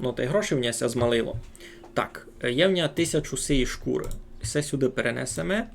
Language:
Rusyn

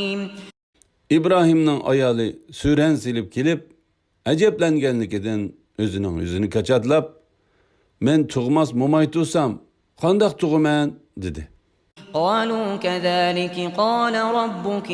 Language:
Uyghur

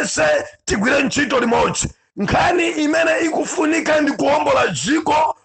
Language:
Nyanja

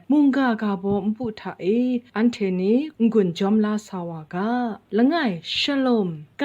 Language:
Kachin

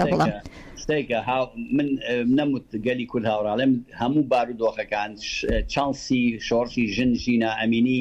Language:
Central Kurdish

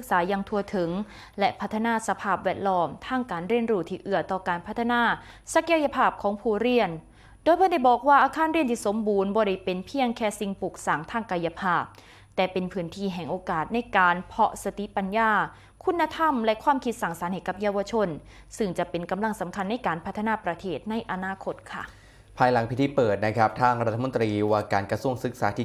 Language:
Northeastern Thai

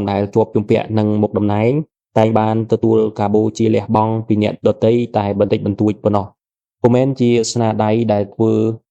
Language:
Khmer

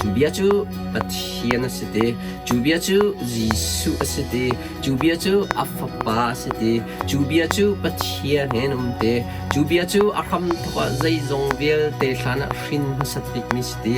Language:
Hakha Chin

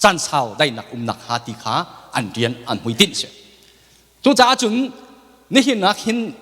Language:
Hakha Chin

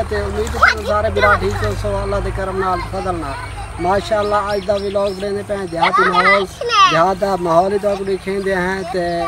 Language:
Saraiki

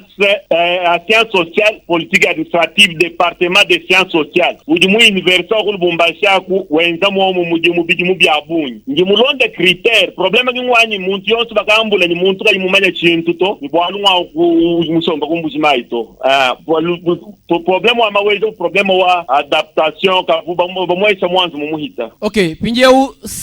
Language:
Luba-Lulua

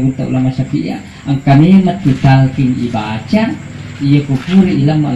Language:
Buginese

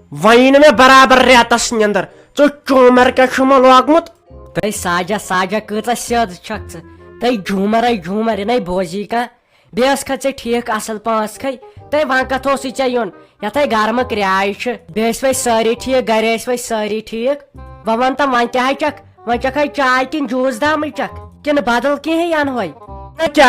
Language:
Kashmiri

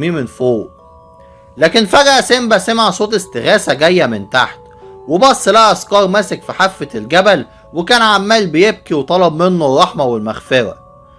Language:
Egyptian Arabic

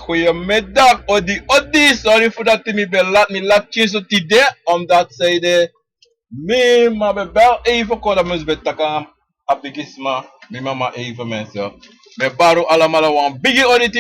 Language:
Sranan Tongo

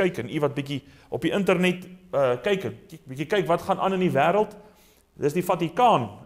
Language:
Afrikaans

